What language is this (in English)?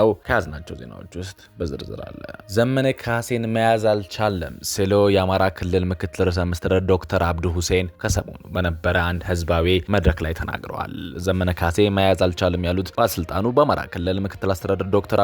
Amharic